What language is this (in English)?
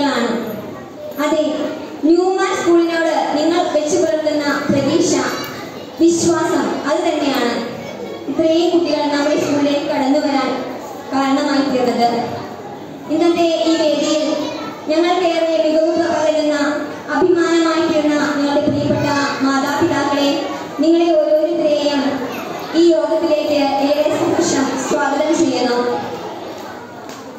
Malayalam